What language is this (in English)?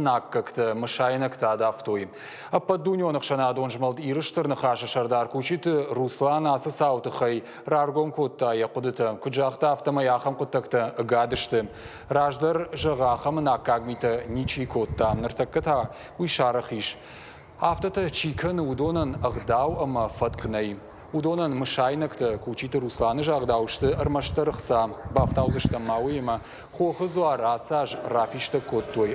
Ossetic